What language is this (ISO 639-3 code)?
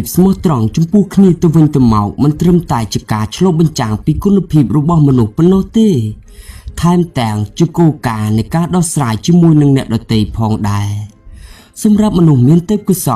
khm